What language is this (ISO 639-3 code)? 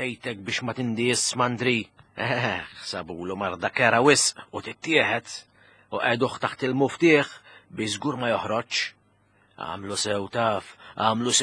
mlt